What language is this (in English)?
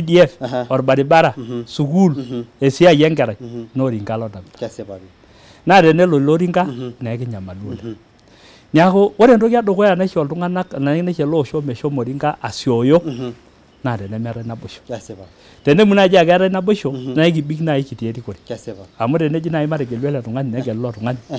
Masai